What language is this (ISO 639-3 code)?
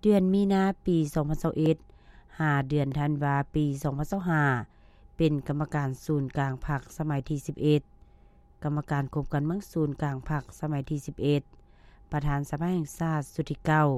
lao